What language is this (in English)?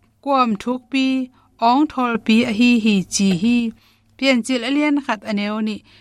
Tedim Chin